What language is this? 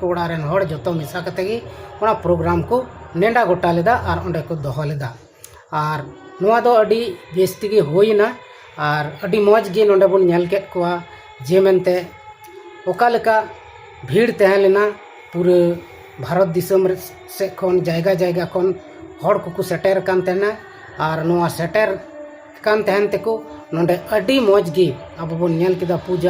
Santali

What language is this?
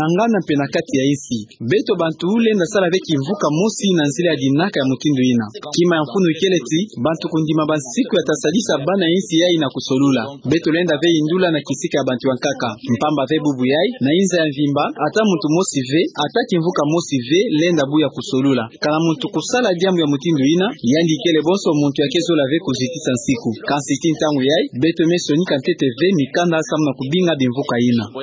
Kituba (Democratic Republic of Congo)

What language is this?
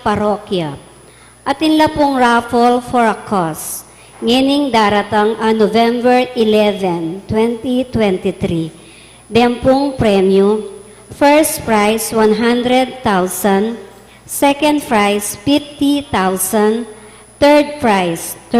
Pampanga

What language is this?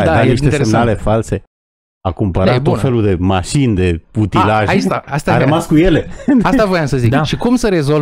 Romanian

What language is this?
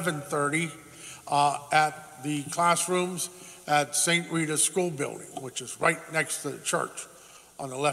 English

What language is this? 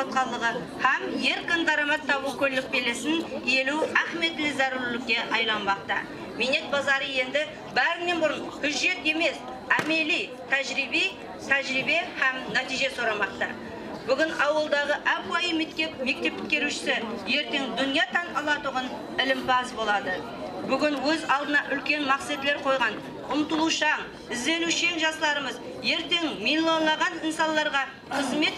Kara-Kalpak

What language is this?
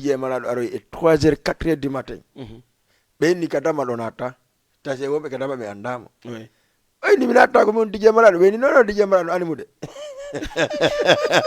Fula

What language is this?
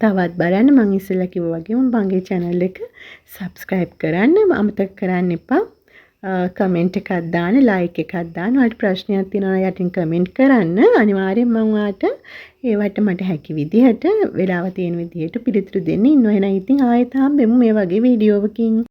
Sinhala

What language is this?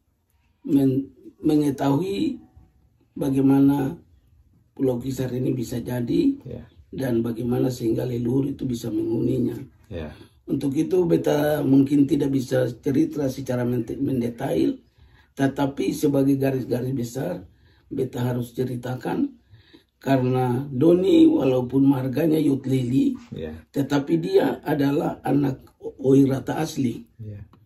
Ambonese Malay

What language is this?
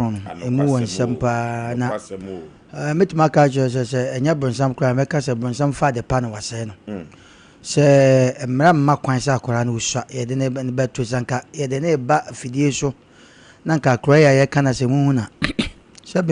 Akan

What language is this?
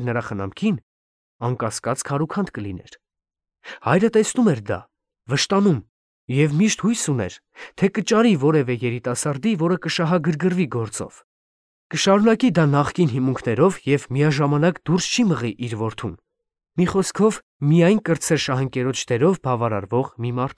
Armenian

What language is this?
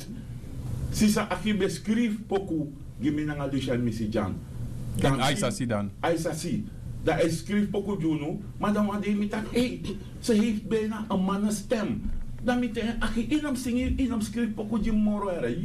Sranan Tongo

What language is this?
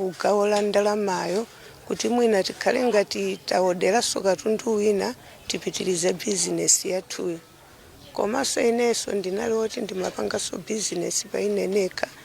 Nyanja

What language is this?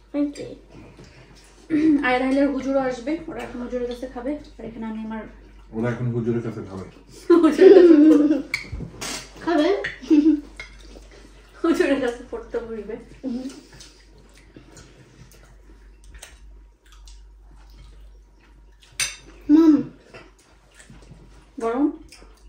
Bangla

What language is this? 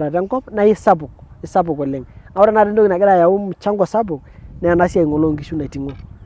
Masai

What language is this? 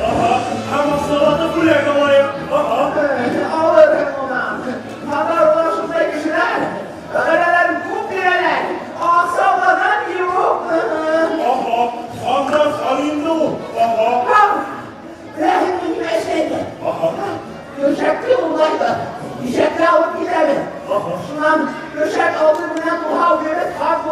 Bashkir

